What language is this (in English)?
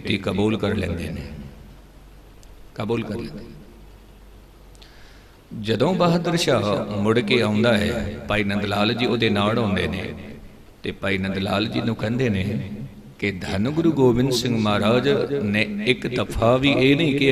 Punjabi